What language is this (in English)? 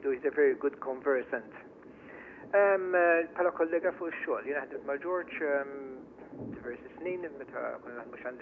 Maltese